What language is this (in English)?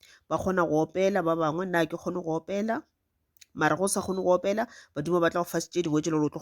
Northern Sotho